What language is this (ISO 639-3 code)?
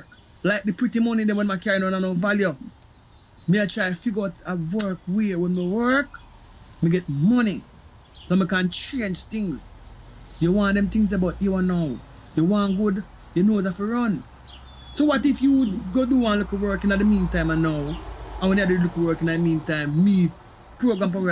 jam